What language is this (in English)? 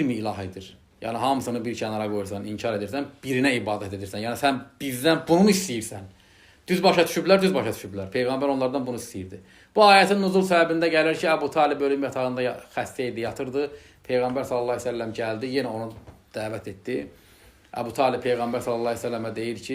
Azerbaijani